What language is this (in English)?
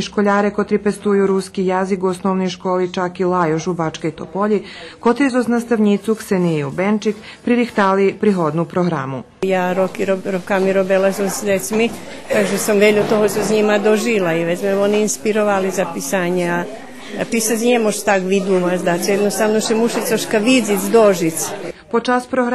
Rusyn